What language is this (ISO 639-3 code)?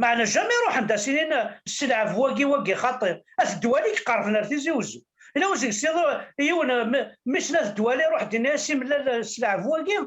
kab